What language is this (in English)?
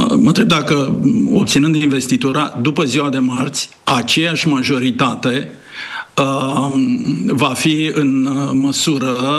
Romanian